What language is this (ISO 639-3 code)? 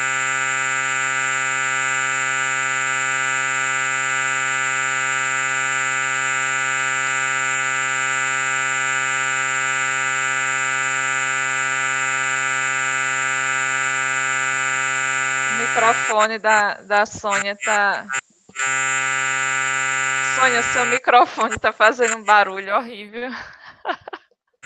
por